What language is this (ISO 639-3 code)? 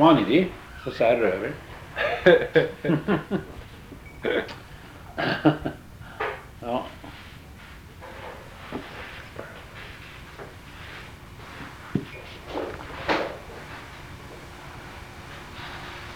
nor